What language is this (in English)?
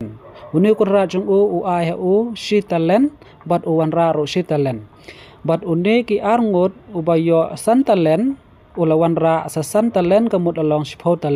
Khasi